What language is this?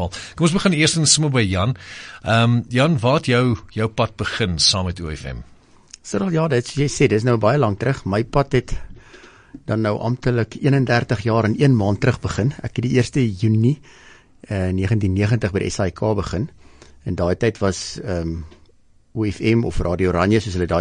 Afrikaans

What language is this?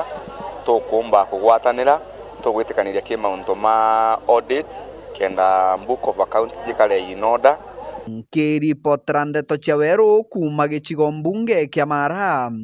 Meru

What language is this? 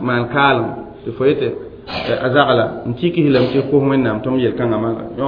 Mossi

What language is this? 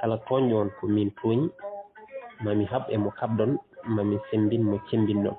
Fula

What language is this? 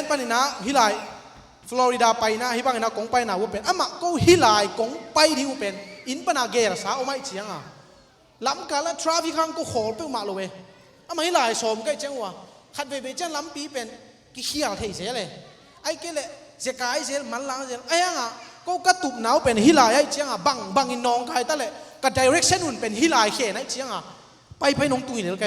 Tedim Chin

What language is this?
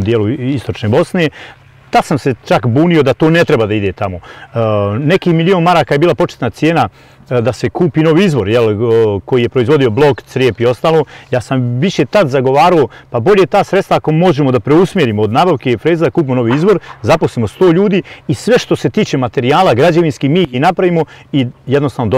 Bosnian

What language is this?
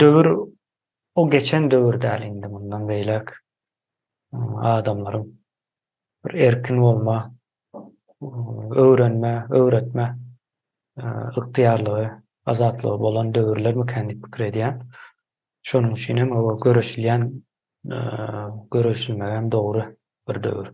Turkmen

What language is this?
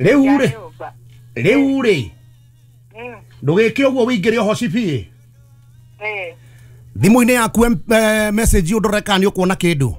Kikuyu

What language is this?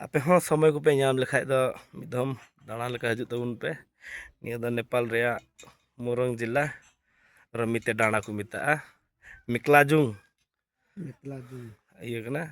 Santali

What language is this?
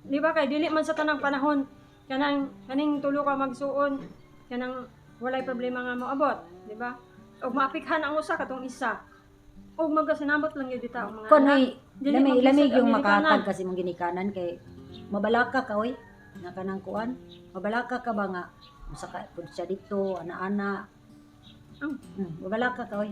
Cebuano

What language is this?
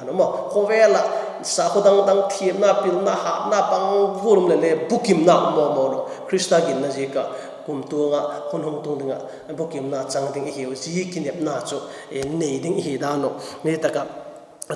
Vaiphei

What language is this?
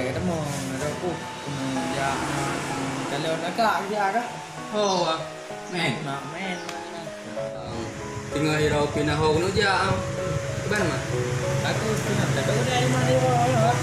Achinese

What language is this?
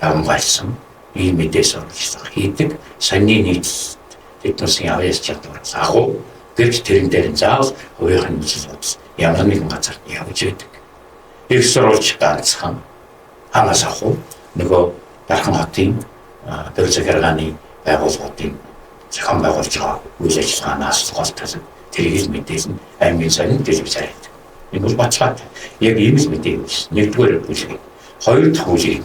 Mongolian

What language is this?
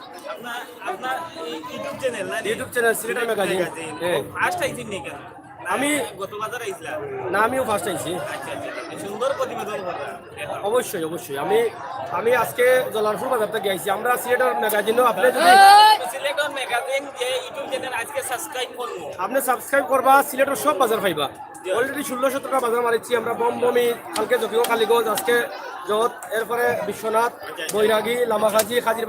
Sylheti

